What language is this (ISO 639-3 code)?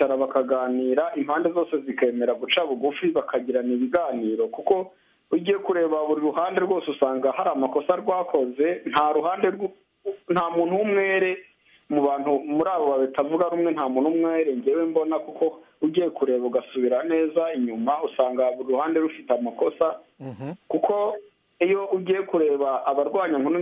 kin